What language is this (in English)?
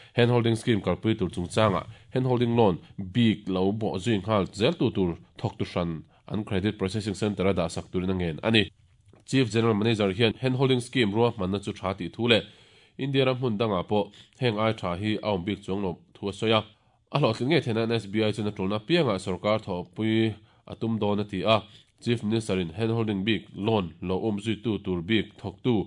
Mizo